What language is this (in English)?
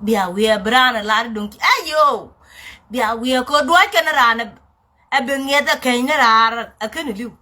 Nuer